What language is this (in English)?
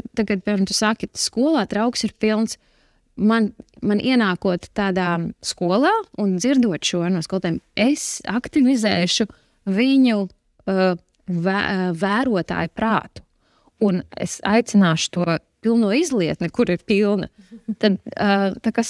Latvian